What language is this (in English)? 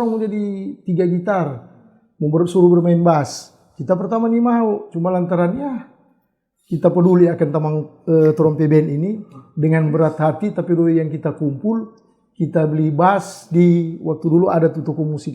Manado Malay